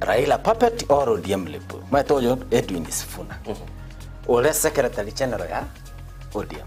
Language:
Gusii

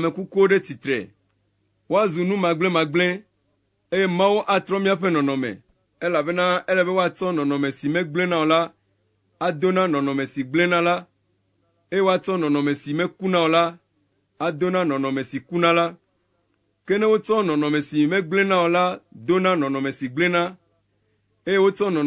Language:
Ewe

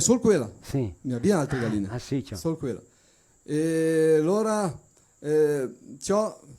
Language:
Venetian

